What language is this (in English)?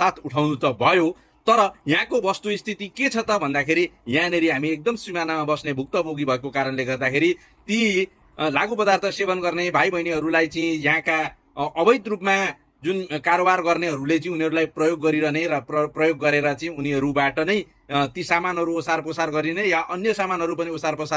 Nepali